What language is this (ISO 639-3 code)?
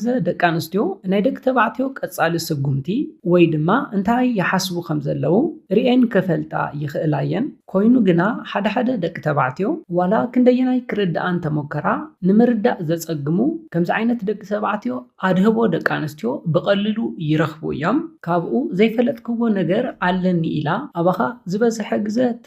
tir